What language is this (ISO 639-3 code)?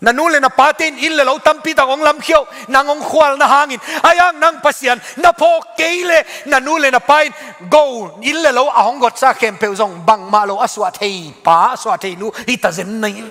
ctd